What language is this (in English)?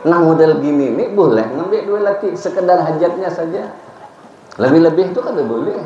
Banjar